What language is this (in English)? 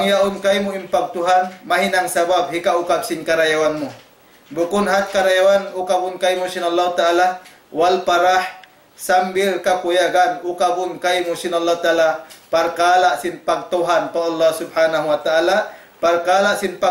Tausug